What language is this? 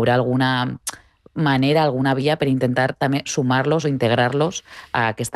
Catalan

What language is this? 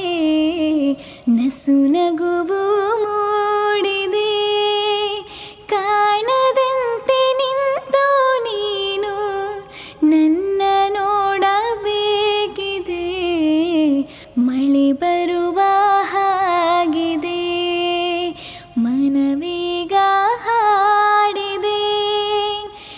Kannada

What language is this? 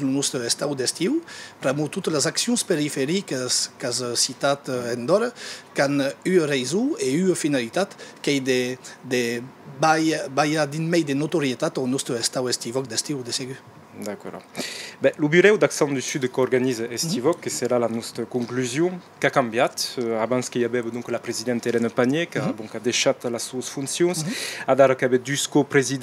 Occitan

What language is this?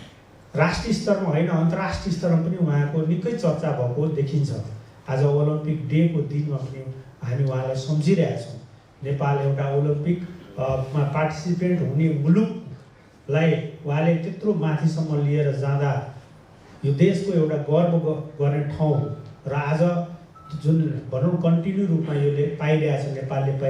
Nepali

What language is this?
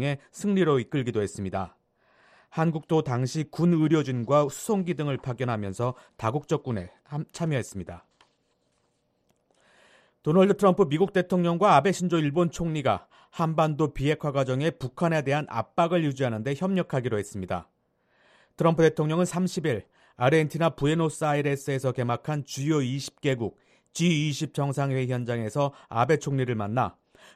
Korean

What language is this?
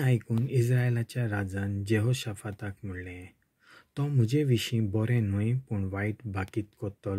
Konkani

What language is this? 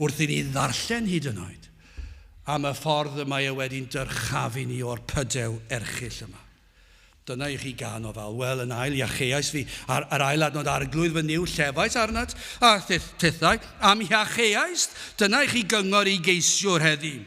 Welsh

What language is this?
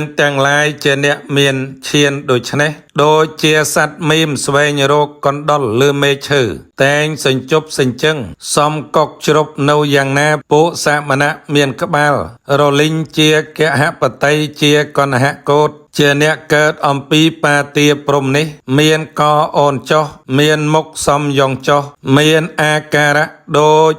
Khmer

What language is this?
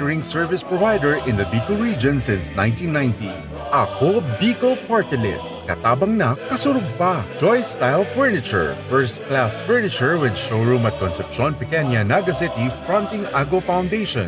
Bikol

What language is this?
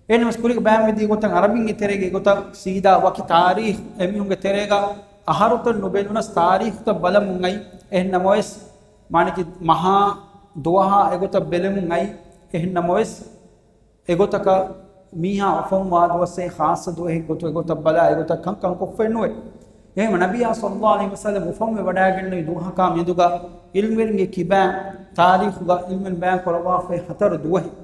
Divehi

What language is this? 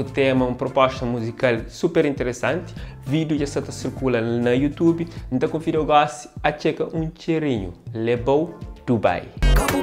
Kabuverdianu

